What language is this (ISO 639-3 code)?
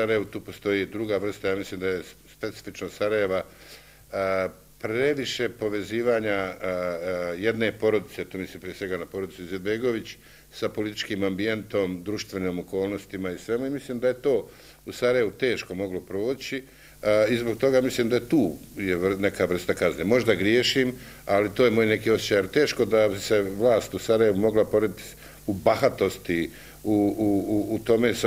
bos